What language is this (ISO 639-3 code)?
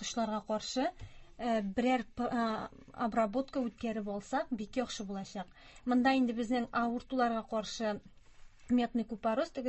tat